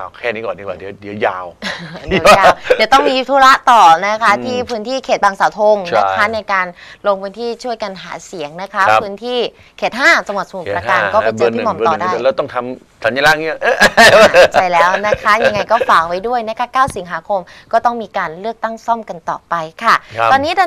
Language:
Thai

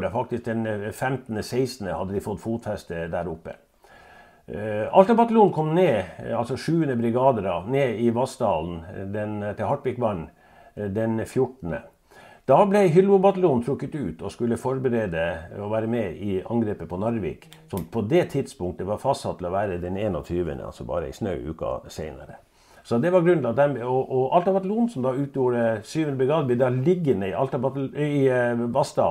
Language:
Norwegian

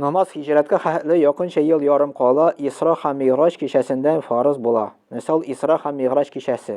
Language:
Tatar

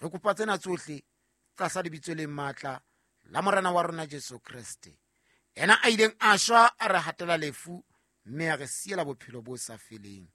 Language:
Southern Sotho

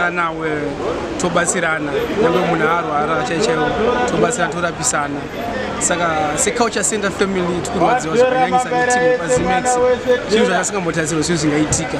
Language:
Shona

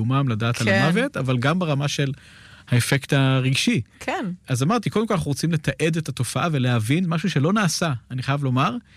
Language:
Hebrew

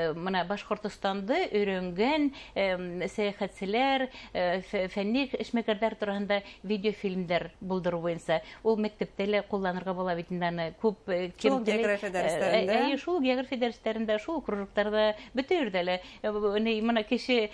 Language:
Bashkir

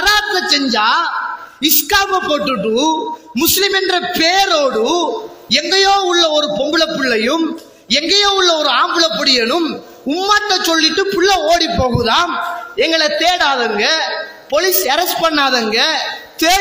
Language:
Tamil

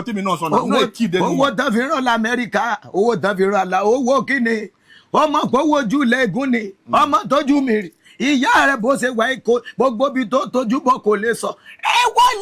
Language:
Yoruba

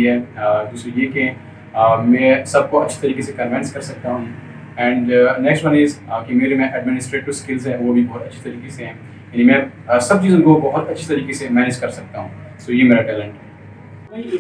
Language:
Hindi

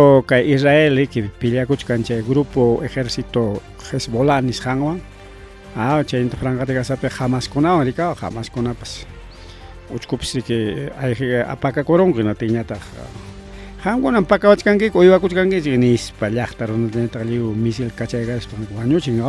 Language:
Ayacucho Quechua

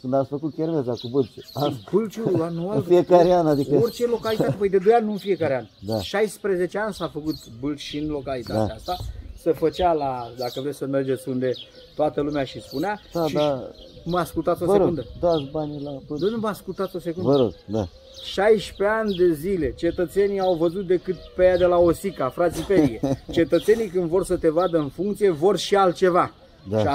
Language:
Romanian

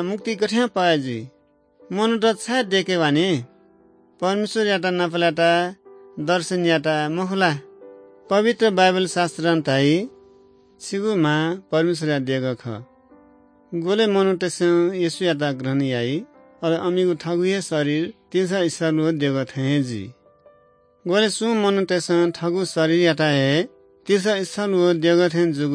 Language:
Newari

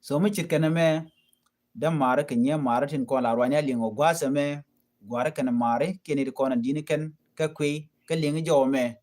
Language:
Nuer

